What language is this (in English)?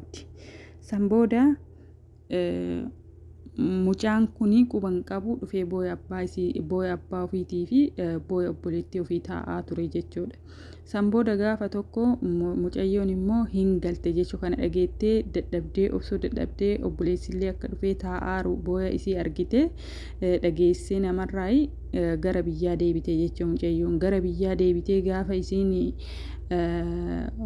Oromo